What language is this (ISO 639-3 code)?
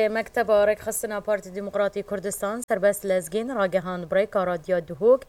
kur